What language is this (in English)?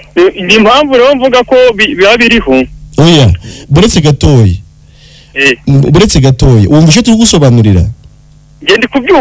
Kinyarwanda